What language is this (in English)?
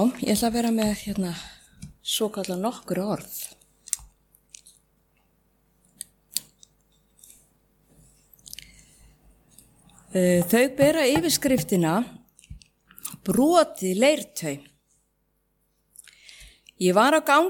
Icelandic